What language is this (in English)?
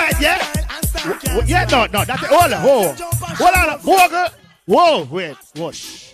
Jamaican Creole English